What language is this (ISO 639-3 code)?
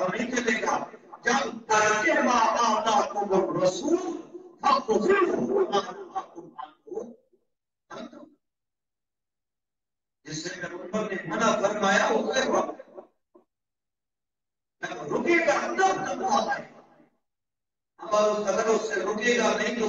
urd